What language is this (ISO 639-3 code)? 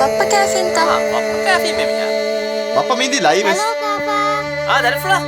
div